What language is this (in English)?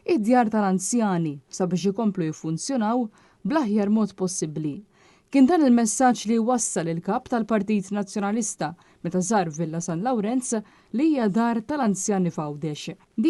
Maltese